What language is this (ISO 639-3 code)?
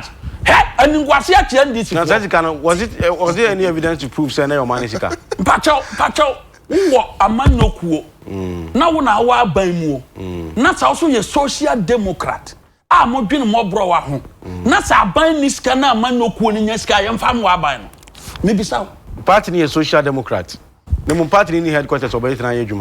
aka